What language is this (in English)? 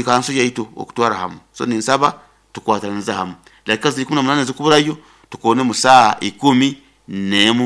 Nyoro